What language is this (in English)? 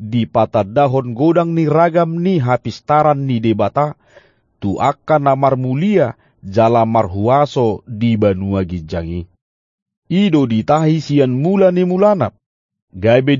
Batak Toba